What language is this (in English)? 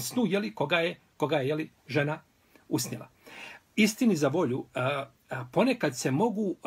Bosnian